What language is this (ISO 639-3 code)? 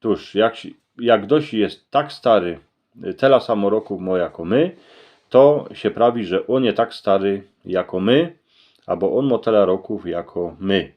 szl